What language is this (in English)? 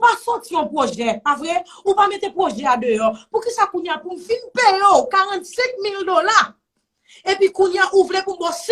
Haitian Creole